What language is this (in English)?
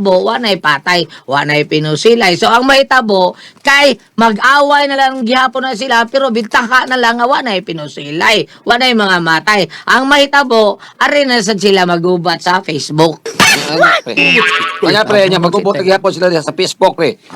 Cebuano